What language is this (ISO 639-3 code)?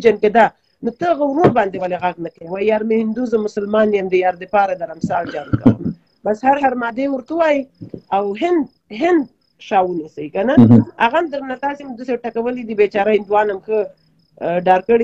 pus